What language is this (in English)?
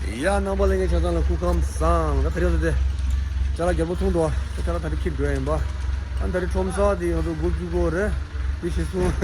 Tibetan